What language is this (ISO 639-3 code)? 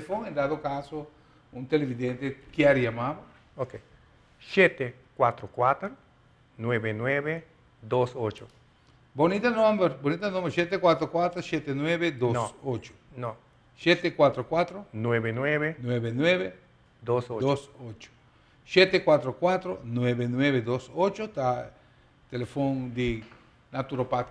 pap